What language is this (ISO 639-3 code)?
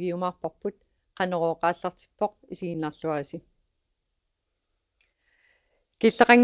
kal